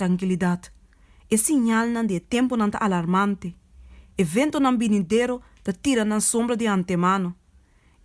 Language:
Papiamento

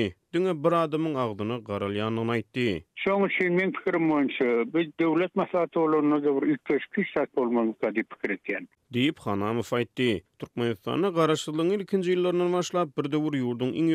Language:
Turkmen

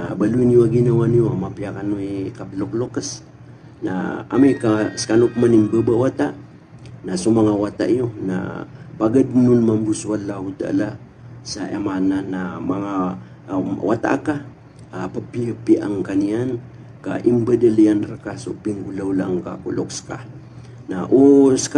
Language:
Maranao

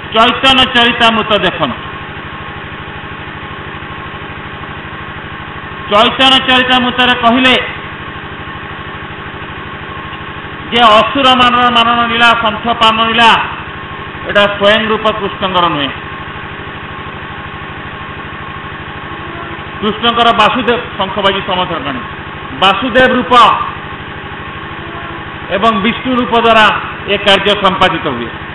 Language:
Odia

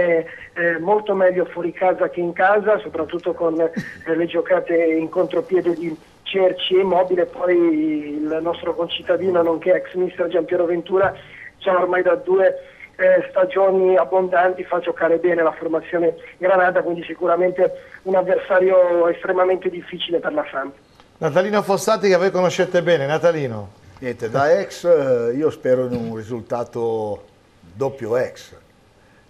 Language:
Italian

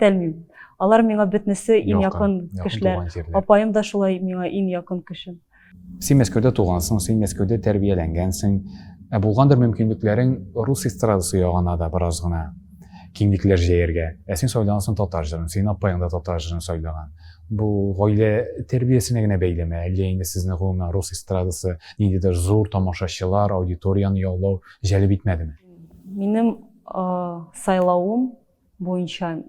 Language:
Tatar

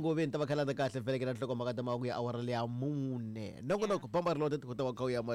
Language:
Tsonga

